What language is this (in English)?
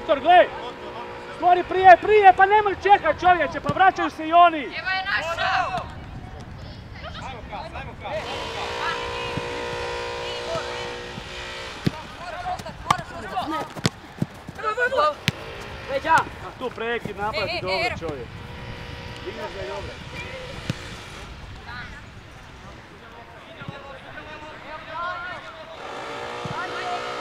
Croatian